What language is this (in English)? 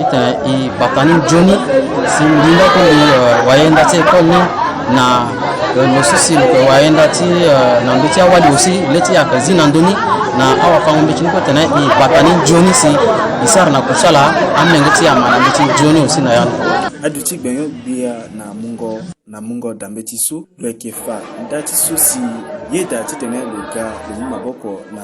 Sango